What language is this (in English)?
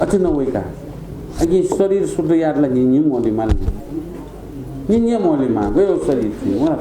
Newari